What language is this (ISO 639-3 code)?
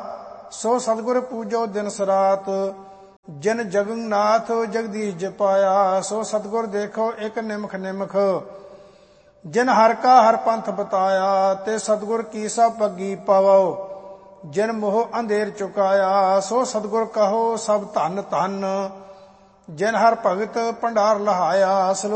pan